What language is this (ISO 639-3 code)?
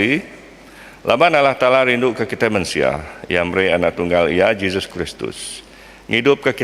iba